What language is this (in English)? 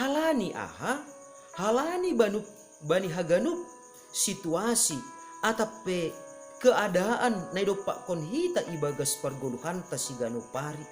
Batak Simalungun